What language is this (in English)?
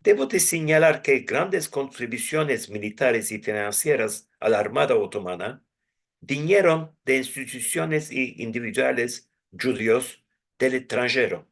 Ladino